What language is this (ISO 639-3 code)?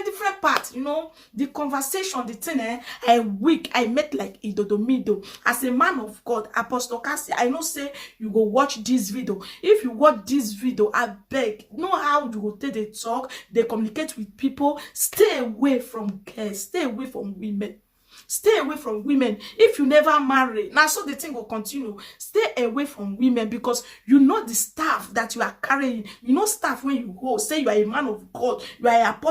pcm